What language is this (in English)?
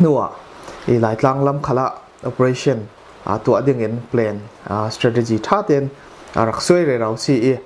Falam Chin